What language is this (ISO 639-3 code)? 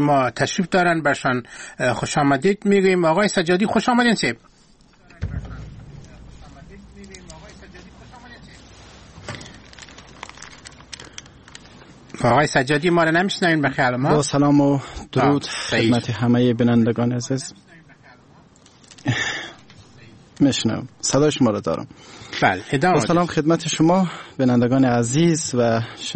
fas